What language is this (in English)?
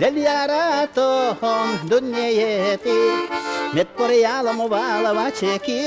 Udmurt